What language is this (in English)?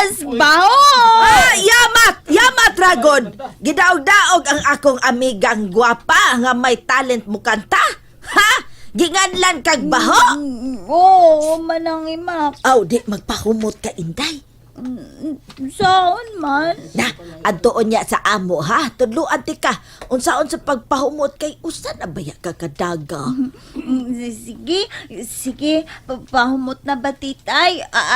Cebuano